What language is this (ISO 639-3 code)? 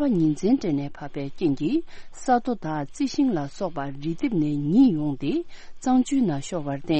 bod